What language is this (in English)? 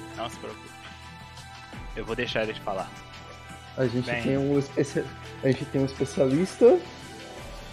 Portuguese